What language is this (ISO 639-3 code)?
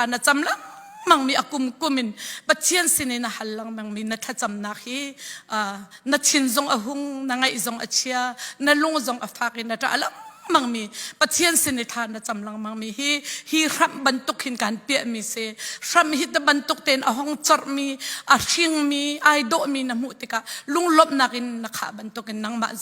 cfm